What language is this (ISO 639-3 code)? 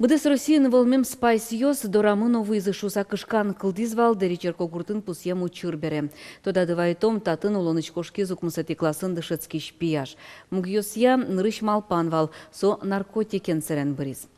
udm